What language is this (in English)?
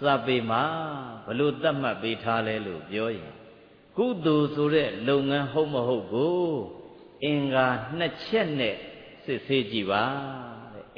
Burmese